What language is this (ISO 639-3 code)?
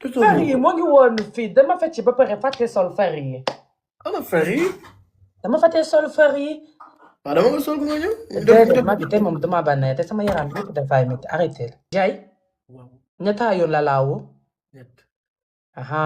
wol